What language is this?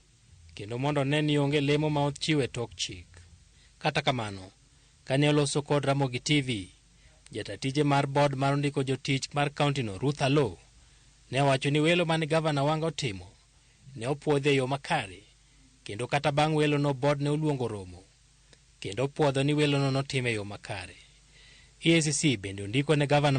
Luo (Kenya and Tanzania)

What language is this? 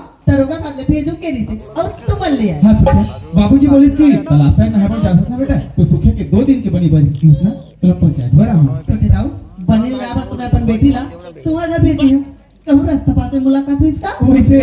Chhattisgarhi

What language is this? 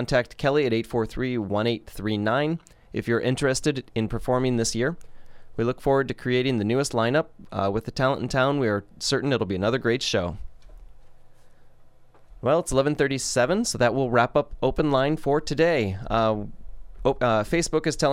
English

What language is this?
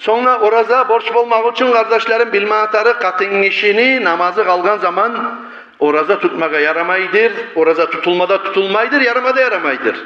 Kumyk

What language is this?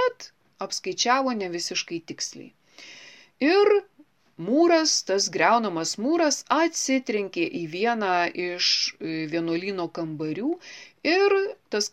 Lithuanian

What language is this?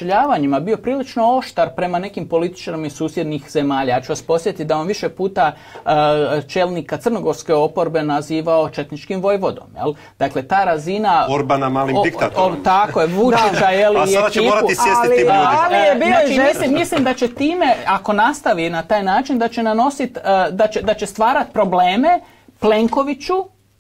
Croatian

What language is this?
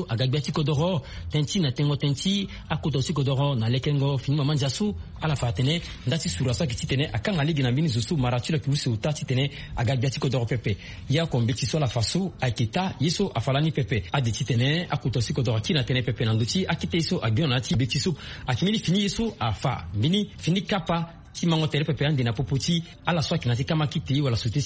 Sango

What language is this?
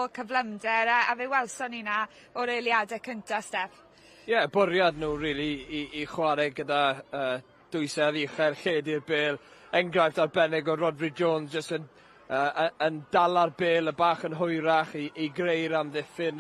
Welsh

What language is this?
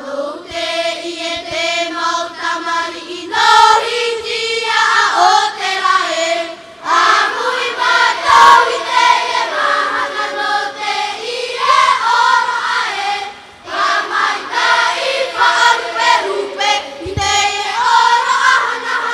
Tahitian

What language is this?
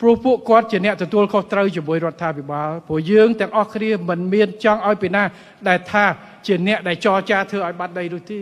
Khmer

